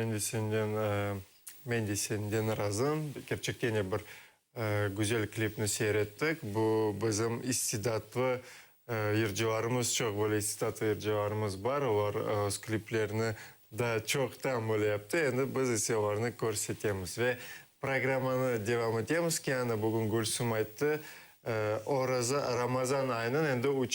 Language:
Crimean Tatar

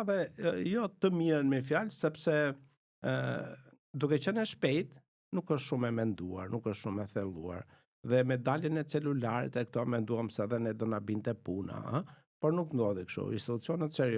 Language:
Albanian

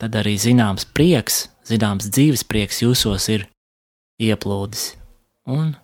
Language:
Latvian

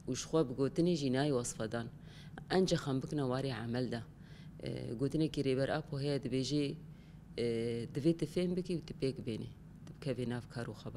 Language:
Kurdish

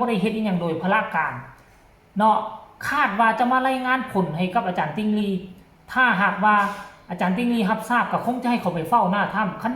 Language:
Northeastern Thai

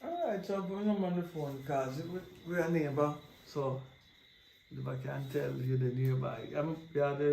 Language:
Jamaican Creole English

